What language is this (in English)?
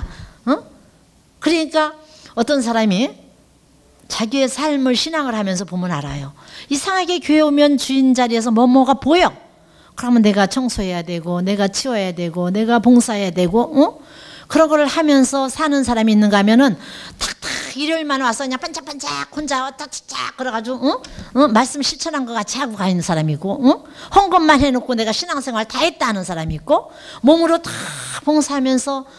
Korean